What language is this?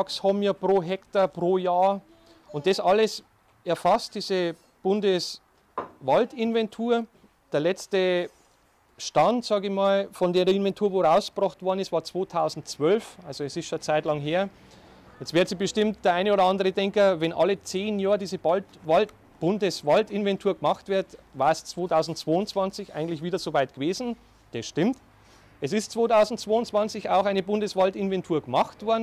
German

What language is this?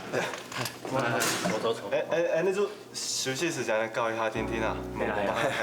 Hakka Chinese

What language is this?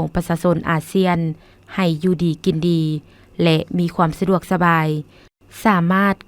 Lao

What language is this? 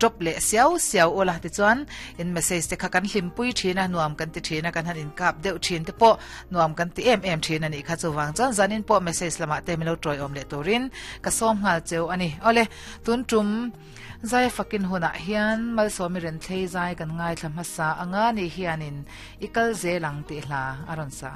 Mizo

